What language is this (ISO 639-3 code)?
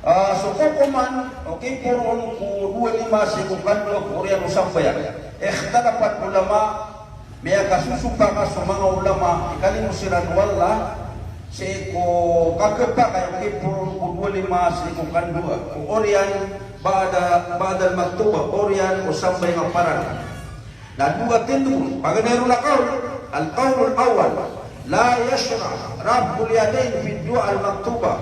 mrw